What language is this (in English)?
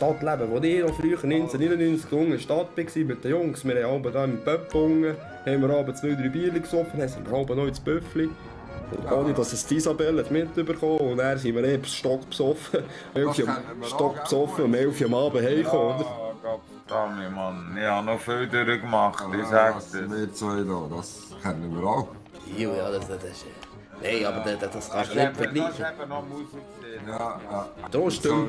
Swiss German